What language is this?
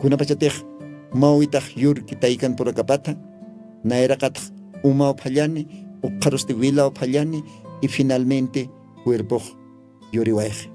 Aymara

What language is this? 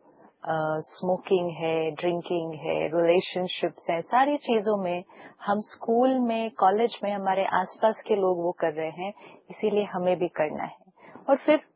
Hindi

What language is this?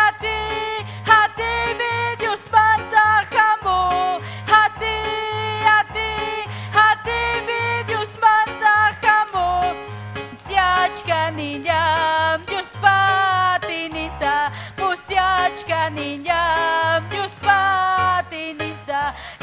Ayacucho Quechua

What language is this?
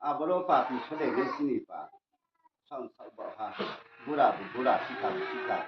Riang (India)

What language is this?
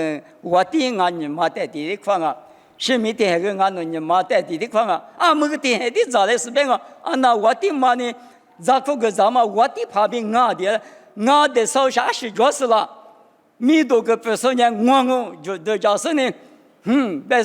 Lisu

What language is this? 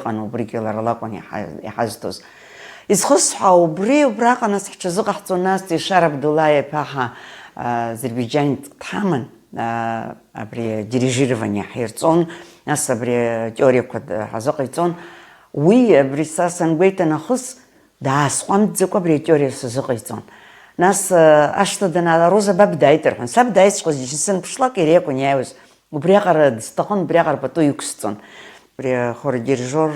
Abkhazian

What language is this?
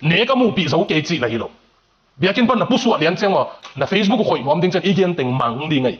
Tedim Chin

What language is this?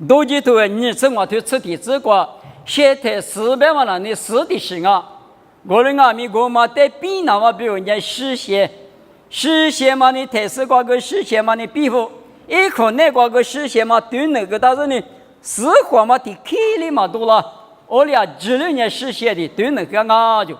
Lisu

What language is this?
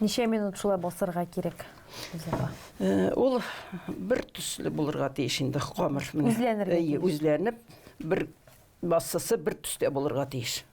Tatar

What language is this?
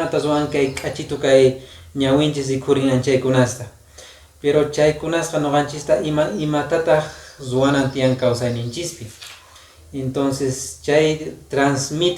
Quechua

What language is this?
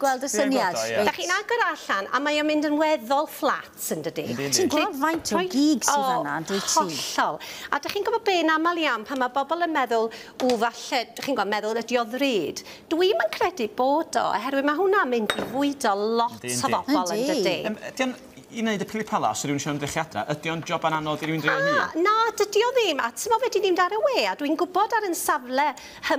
Welsh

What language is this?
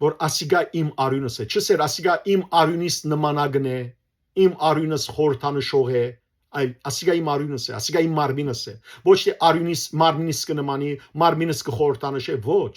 Western Armenian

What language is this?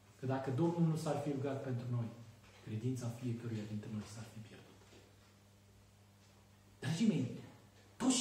Romanian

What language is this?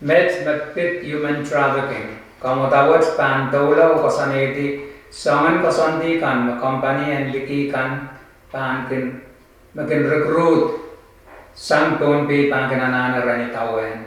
Pohnpeian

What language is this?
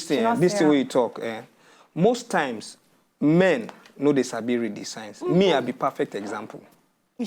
Nigerian Pidgin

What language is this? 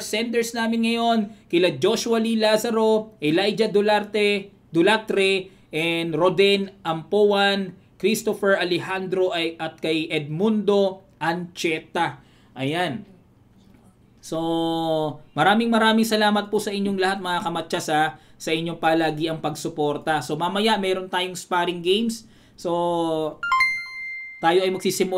Filipino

